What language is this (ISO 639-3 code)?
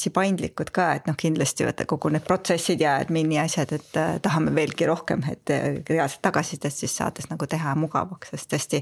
est